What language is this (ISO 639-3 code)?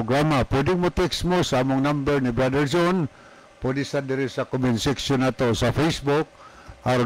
ceb